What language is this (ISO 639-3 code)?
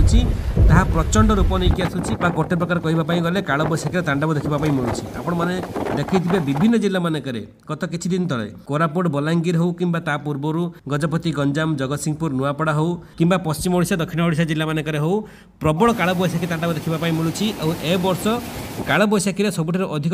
ori